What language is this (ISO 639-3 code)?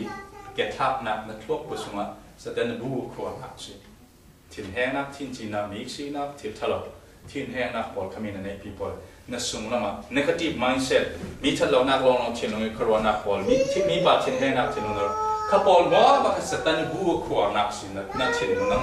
cfm